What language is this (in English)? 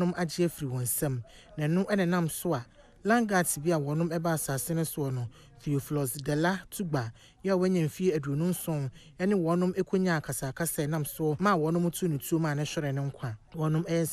Akan